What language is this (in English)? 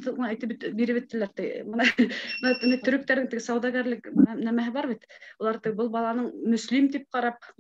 Bashkir